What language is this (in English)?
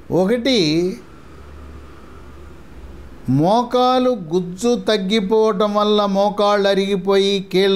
Telugu